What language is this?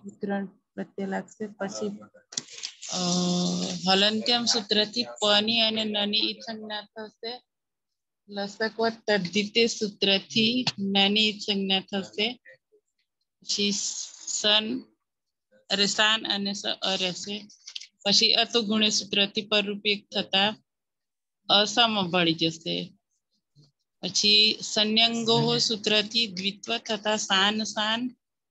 Gujarati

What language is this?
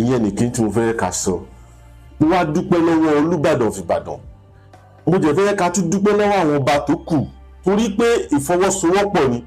Yoruba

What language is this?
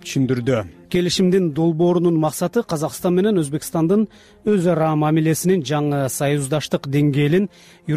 Kyrgyz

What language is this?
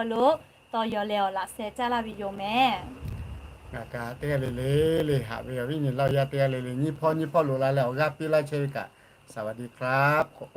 Lahu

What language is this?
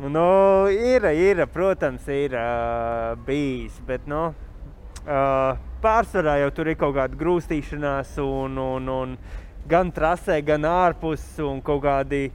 Latvian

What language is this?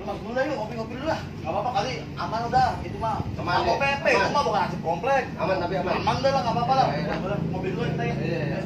Betawi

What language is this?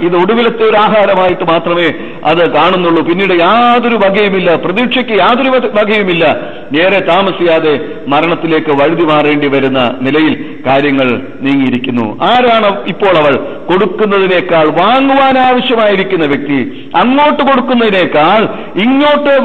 Malayalam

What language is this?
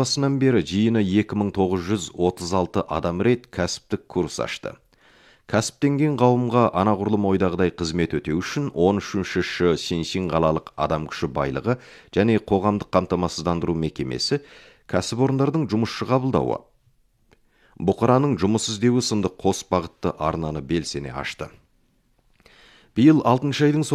Kazakh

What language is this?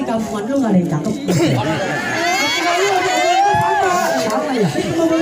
Betawi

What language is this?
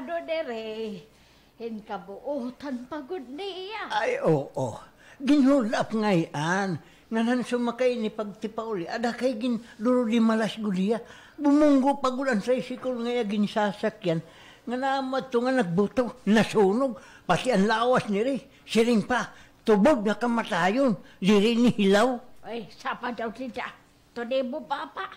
Waray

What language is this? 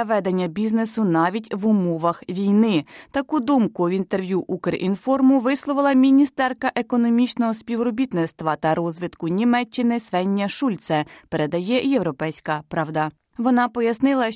Ukrainian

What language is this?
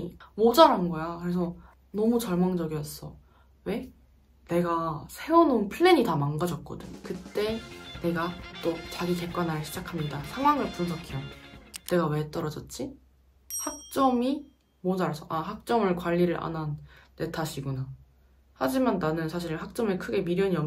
Korean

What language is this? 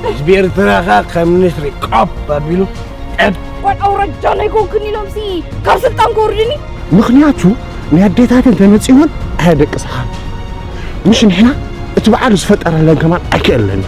Tigrinya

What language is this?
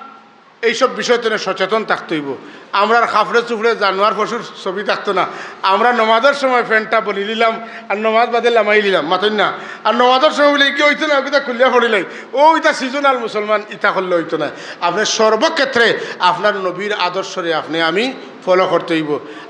Sylheti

